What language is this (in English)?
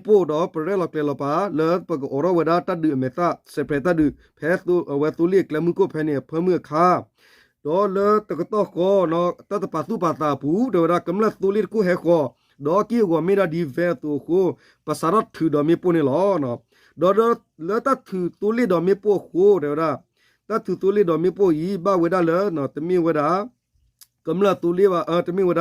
S'gaw Karen